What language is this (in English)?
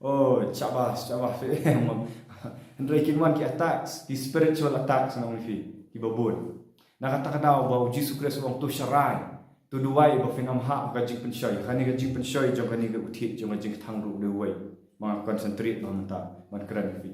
Khasi